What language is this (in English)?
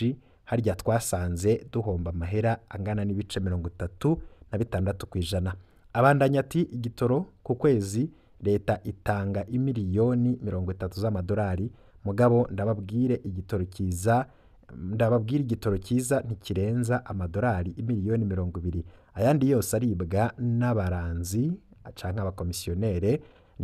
Rundi